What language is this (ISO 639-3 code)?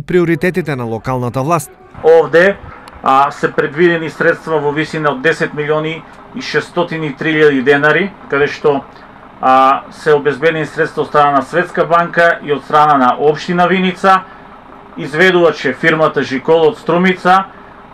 mkd